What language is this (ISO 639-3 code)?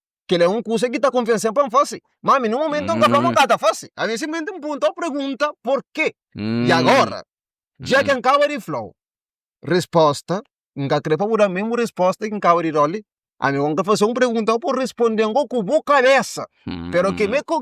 kea